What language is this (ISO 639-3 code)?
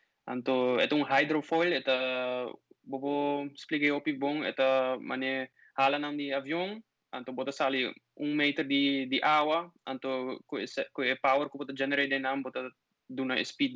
pap